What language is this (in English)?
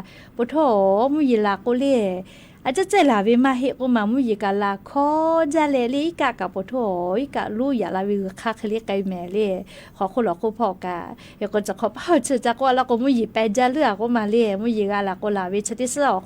Lahu